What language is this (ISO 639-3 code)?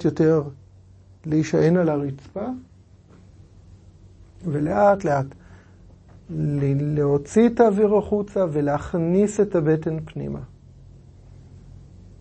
heb